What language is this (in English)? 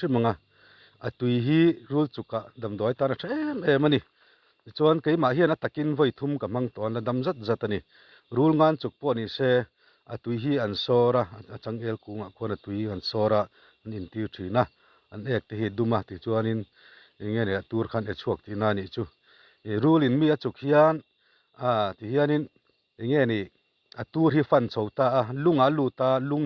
Mizo